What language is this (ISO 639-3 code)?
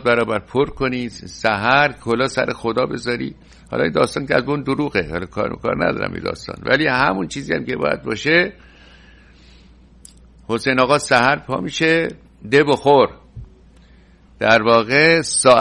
fas